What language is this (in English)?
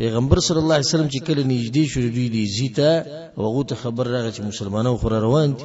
Pashto